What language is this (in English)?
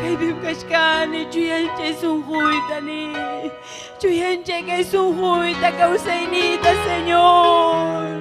Ayacucho Quechua